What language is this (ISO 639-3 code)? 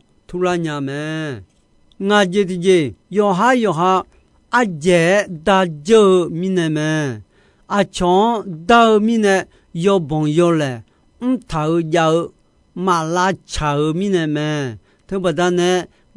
ahk